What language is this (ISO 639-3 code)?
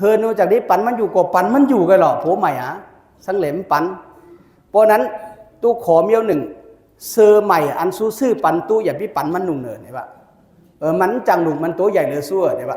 shn